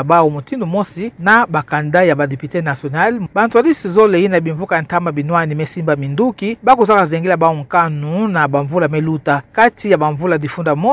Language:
Kituba (Democratic Republic of Congo)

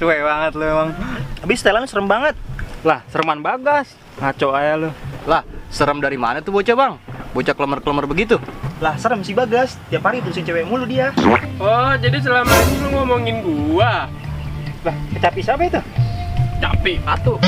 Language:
Betawi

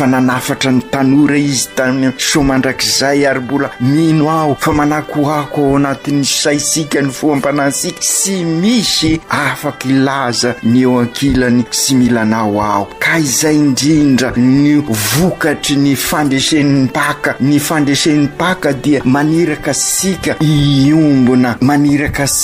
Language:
Malagasy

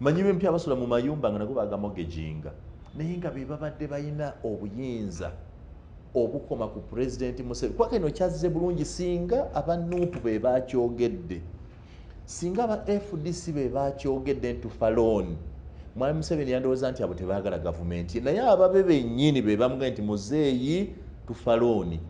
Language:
Ganda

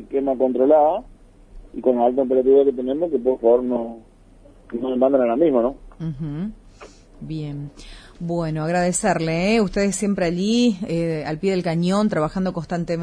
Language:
Spanish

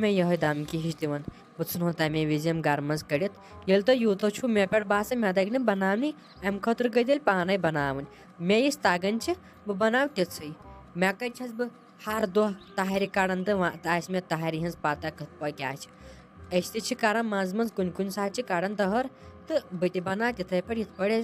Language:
Kashmiri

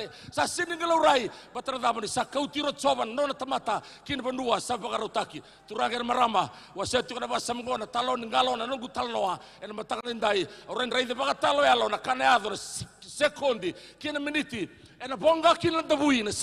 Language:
Fijian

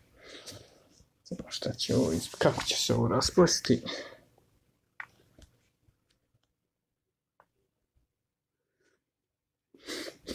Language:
Croatian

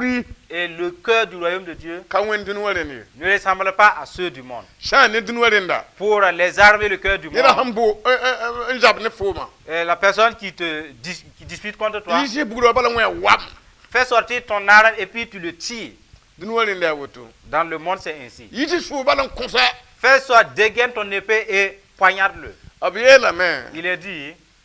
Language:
Mossi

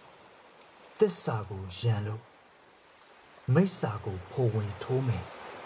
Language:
Burmese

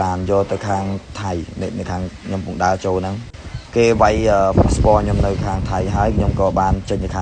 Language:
Khmer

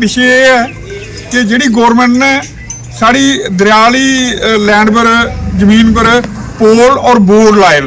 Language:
Dogri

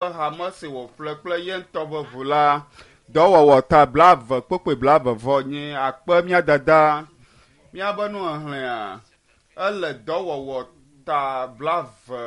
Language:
Ewe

